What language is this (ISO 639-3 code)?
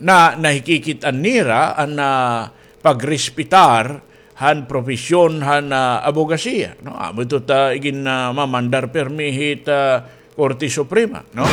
war